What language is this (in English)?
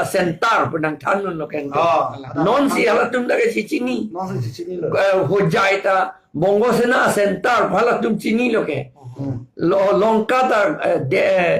Karbi